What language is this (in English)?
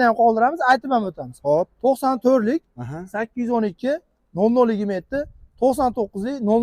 Uzbek